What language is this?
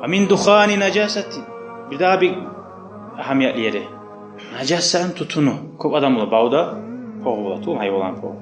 Kumyk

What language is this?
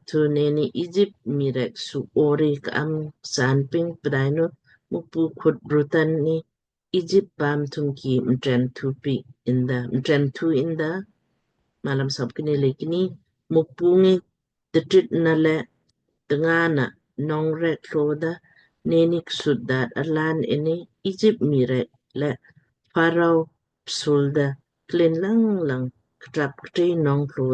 Lamkang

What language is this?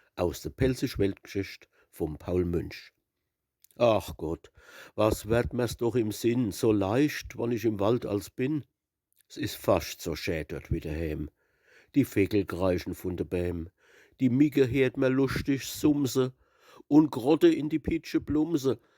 Palatine German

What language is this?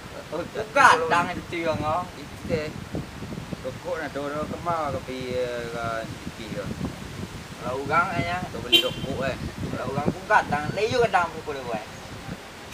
Minangkabau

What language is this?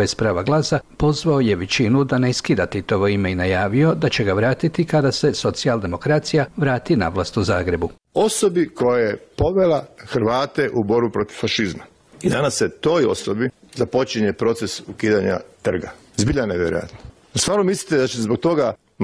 Croatian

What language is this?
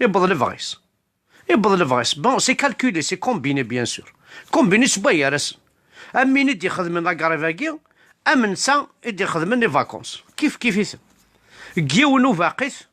Kabyle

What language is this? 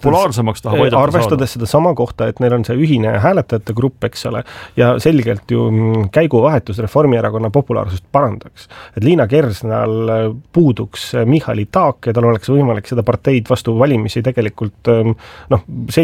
Estonian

